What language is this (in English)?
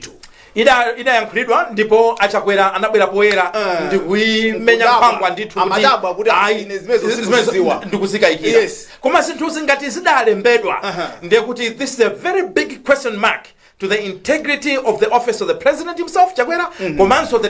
Nyanja